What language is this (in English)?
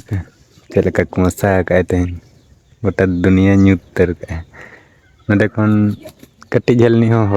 Santali